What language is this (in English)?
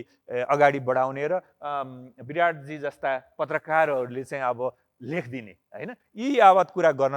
Nepali